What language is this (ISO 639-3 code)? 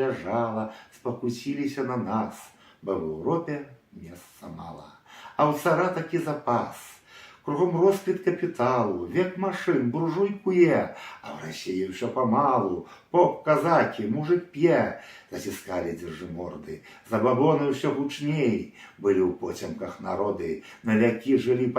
bel